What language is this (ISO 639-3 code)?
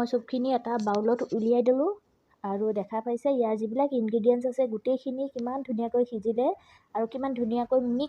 asm